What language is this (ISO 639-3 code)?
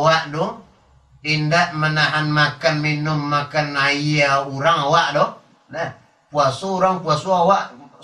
min